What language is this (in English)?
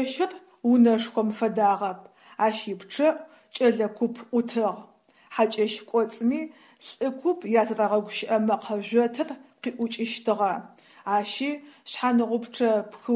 Adyghe